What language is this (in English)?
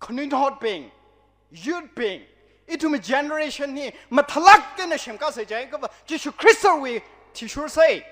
Tangkhul Naga (India)